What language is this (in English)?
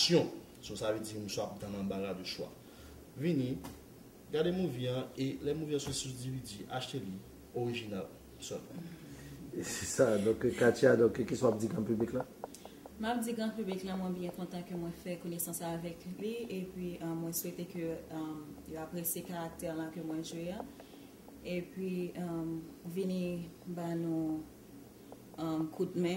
Haitian Creole